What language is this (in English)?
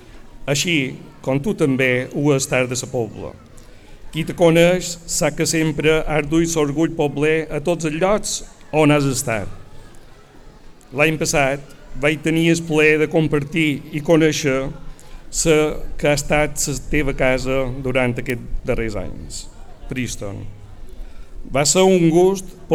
Catalan